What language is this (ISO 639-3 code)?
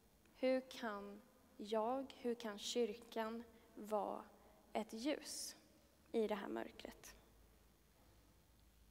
swe